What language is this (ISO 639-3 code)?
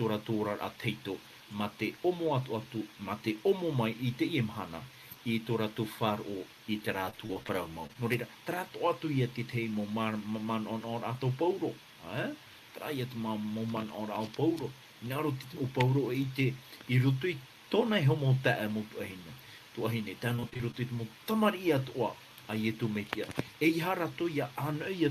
tah